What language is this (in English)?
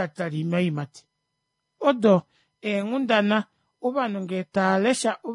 Kuanyama